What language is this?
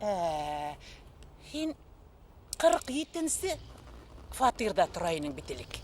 Bashkir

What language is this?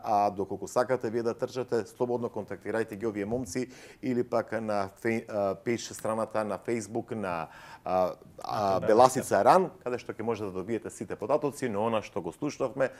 Macedonian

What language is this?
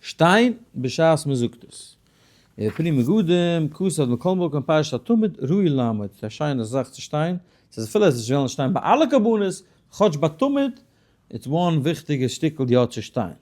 Yiddish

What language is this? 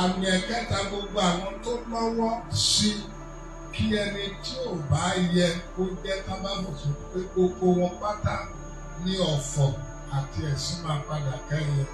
Yoruba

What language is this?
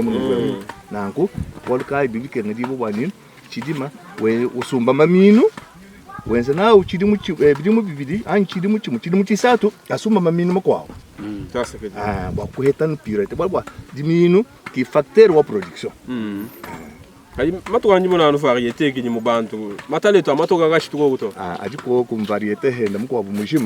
Luba-Lulua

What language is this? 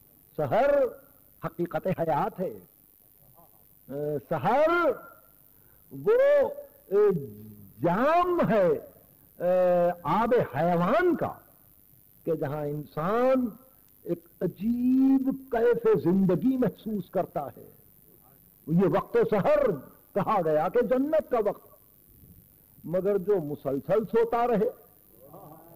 Urdu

